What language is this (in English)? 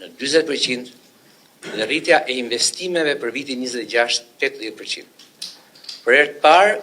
Albanian